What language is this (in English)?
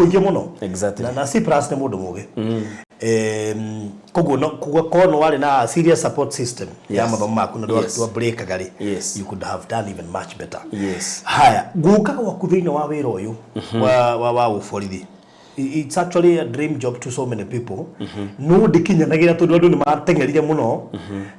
Kikuyu